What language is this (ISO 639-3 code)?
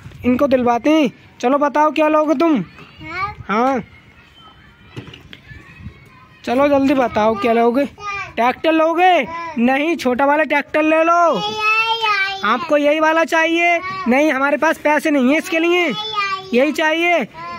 hin